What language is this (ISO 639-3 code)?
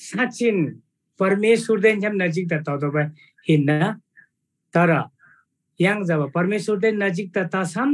taj